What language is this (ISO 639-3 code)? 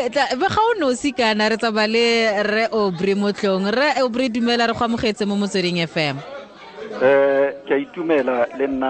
tsn